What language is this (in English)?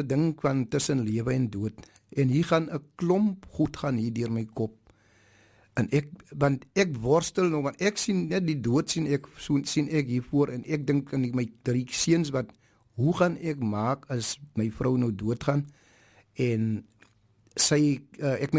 Afrikaans